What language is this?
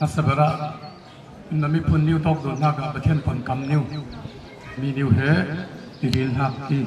Falam Chin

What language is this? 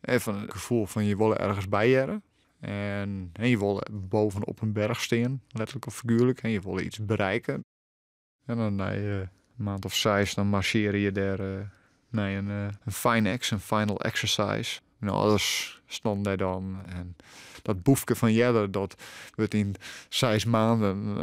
Western Frisian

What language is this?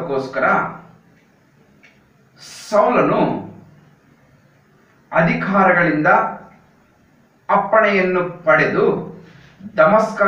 Kannada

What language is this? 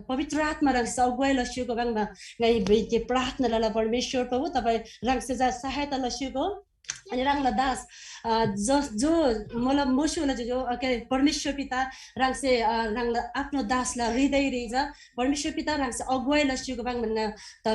Eastern Tamang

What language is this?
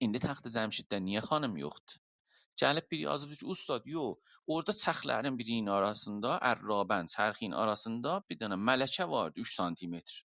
South Azerbaijani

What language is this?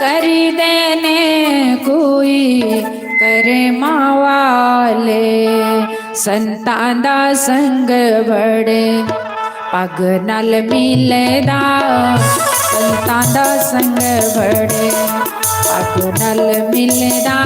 Dogri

